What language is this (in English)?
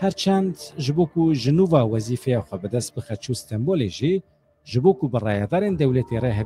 Kurdish